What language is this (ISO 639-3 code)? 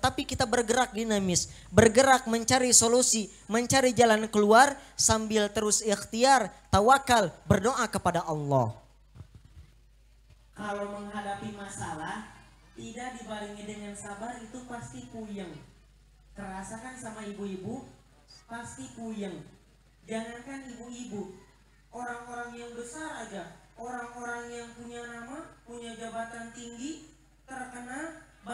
ind